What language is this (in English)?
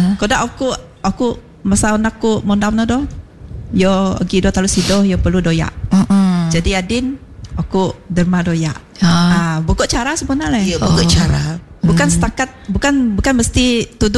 Malay